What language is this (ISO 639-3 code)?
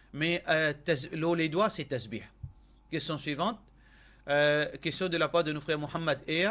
mfe